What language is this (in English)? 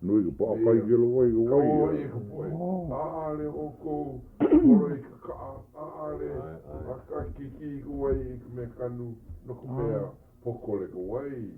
Hawaiian